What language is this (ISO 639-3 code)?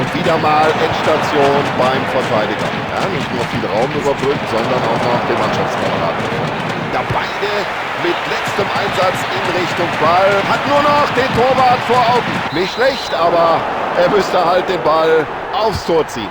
bar